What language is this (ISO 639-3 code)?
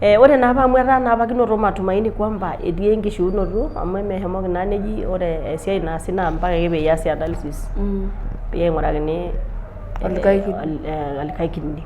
mas